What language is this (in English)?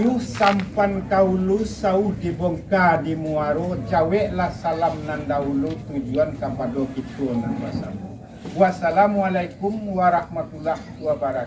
Minangkabau